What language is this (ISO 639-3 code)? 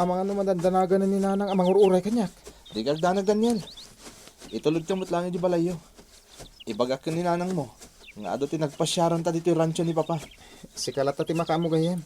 ilo